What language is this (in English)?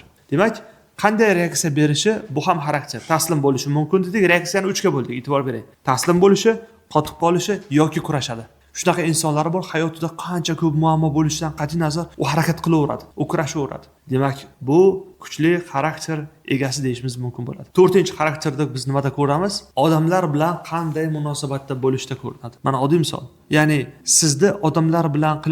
Uzbek